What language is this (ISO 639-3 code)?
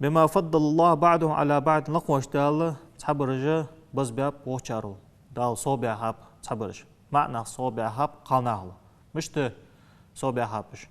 inh